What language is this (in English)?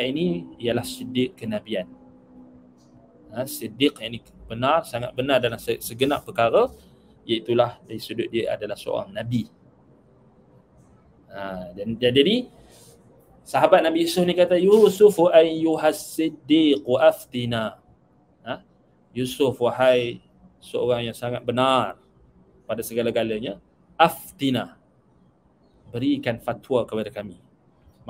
Malay